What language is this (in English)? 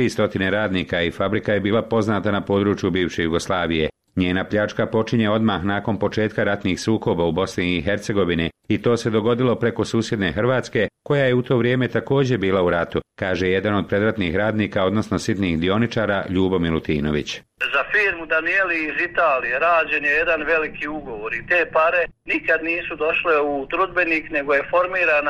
Bosnian